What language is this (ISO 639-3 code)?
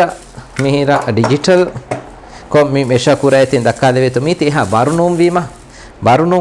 div